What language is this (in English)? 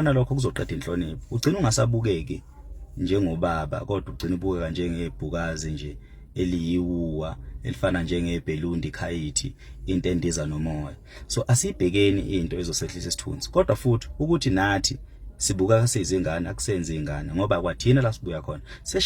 Zulu